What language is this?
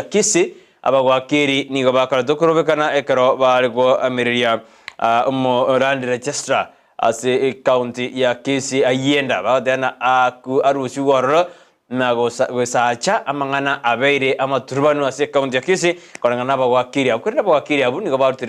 Gusii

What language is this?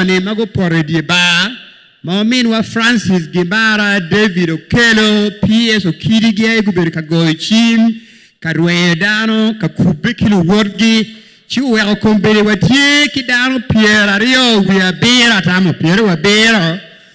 Acoli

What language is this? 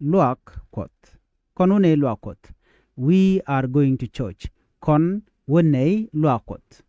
Nuer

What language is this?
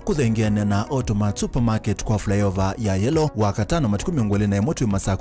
Kamba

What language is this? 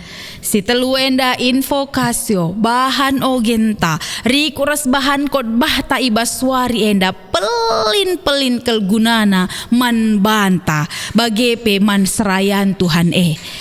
Batak Karo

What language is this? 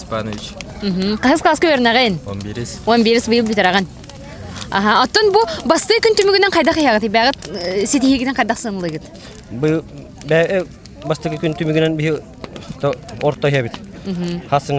Yakut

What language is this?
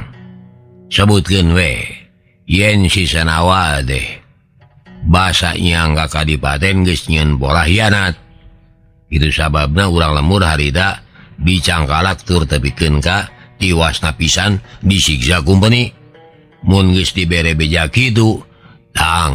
Sundanese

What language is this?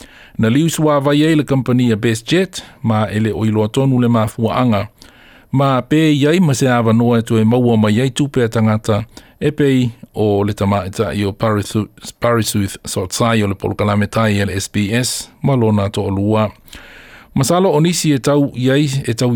Samoan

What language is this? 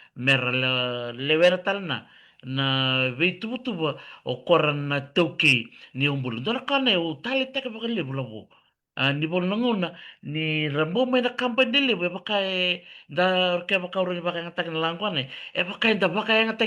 Fijian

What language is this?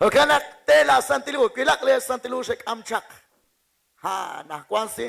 Kekchí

